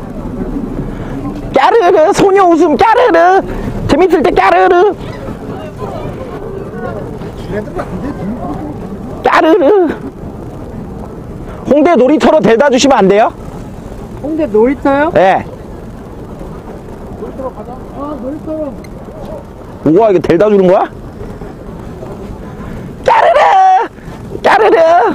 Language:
Korean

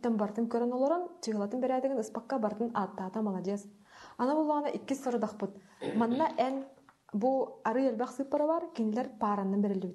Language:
Yakut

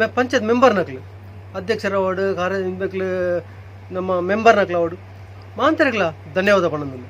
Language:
Tulu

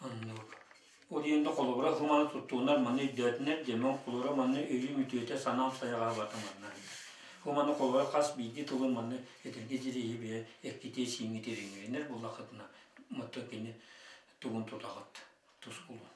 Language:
Yakut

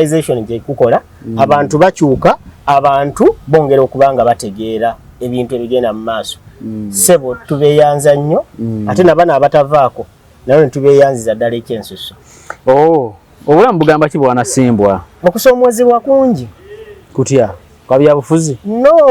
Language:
Ganda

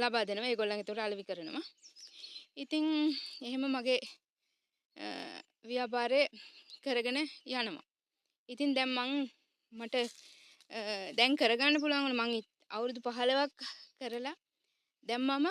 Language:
Sinhala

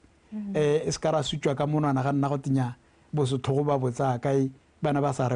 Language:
Tswana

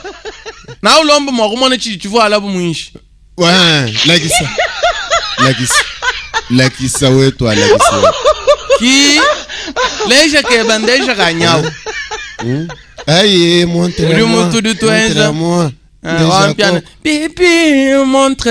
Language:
Luba-Lulua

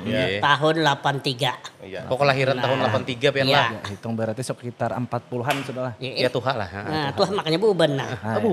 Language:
Banjar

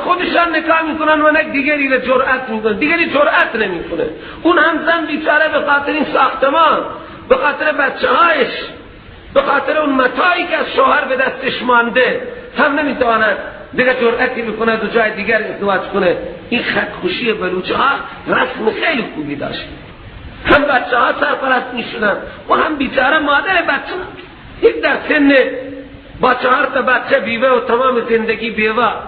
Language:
Persian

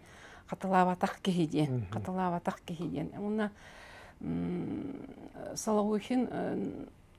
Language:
Yakut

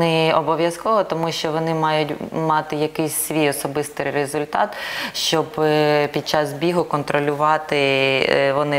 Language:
Ukrainian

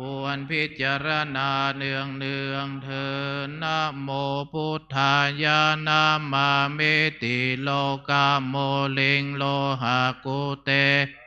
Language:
Pali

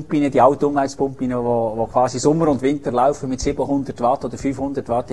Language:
German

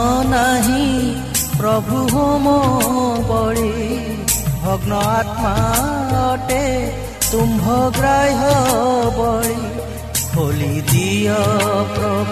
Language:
Odia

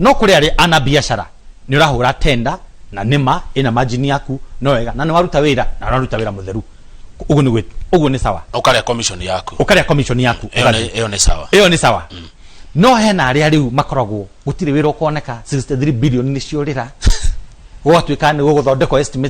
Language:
Kikuyu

